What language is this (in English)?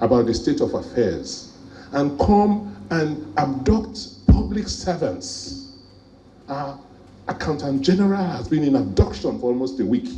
Nigerian Pidgin